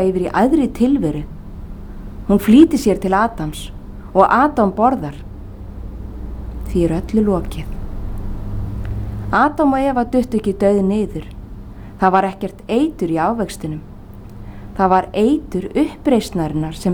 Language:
Icelandic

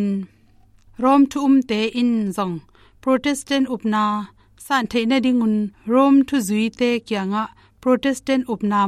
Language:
Tedim Chin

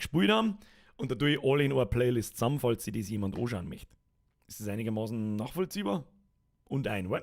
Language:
Bavarian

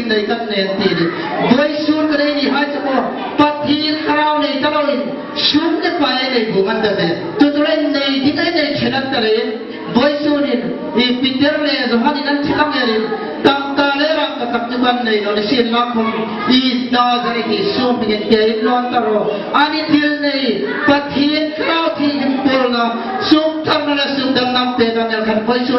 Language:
Hmar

